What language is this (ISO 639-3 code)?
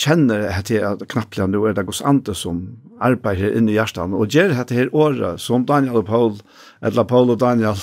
fao